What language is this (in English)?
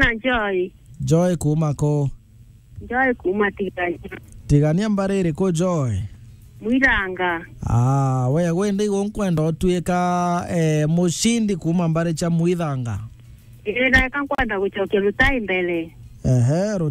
Meru